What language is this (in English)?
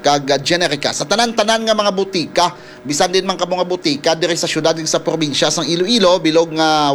Hiligaynon